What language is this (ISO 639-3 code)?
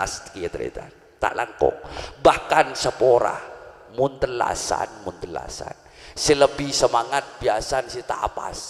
mad